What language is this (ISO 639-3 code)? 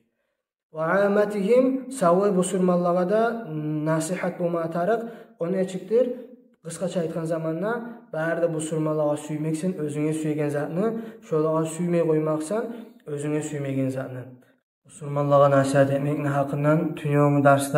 kum